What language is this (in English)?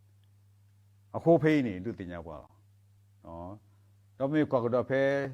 S'gaw Karen